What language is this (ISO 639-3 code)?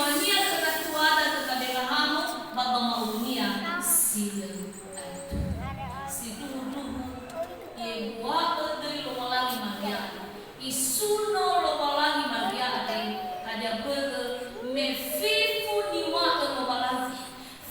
nia